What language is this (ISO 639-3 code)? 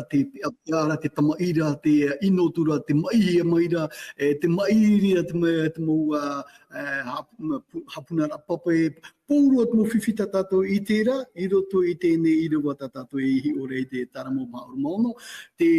tah